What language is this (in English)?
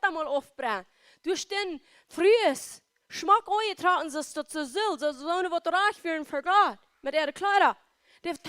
Plautdietsch